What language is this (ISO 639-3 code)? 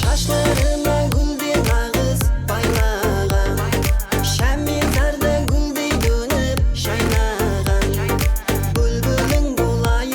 kaa